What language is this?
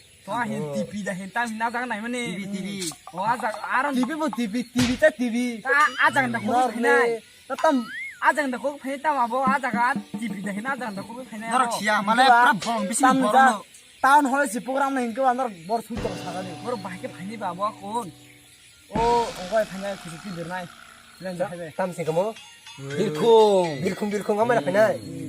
Kok Borok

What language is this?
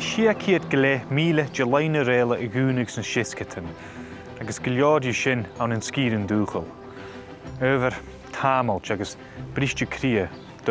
Scottish Gaelic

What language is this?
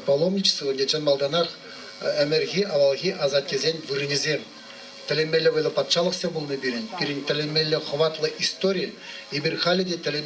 Chuvash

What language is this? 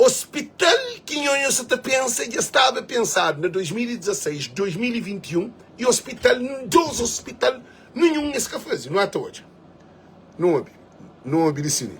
Kabuverdianu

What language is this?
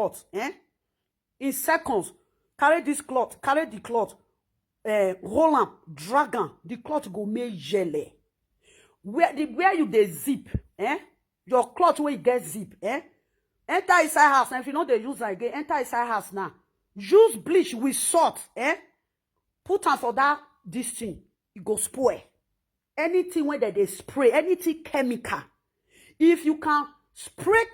Nigerian Pidgin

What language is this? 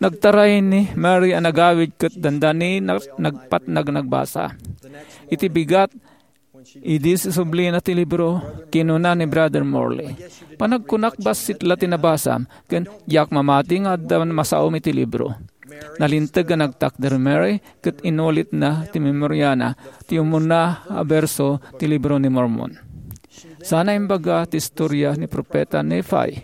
Iloko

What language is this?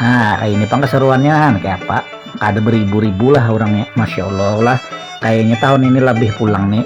Banjar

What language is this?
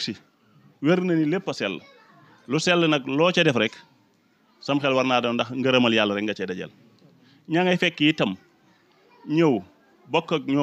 Wolof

